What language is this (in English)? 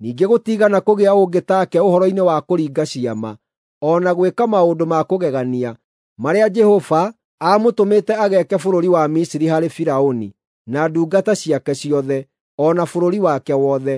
Kikuyu